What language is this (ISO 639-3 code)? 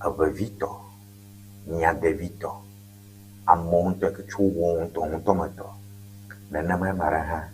ewe